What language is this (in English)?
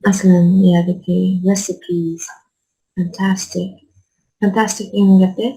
Uyghur